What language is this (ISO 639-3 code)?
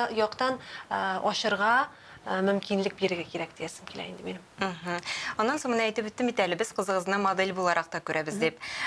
tat